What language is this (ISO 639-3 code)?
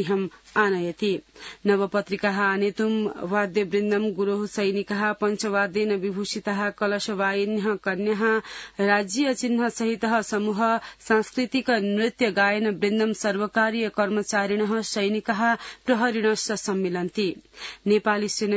san